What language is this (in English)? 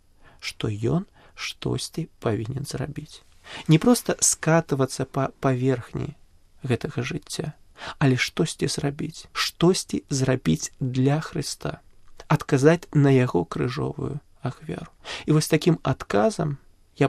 Belarusian